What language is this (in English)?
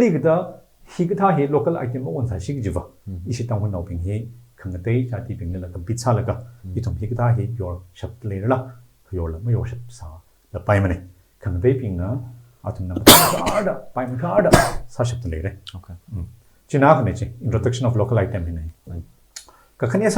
Tangkhul Naga (India)